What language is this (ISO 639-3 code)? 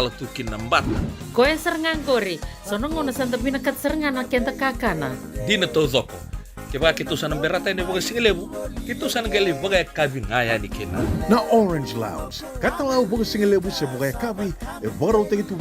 fij